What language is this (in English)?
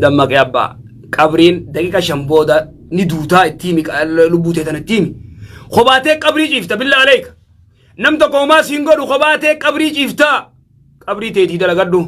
Oromo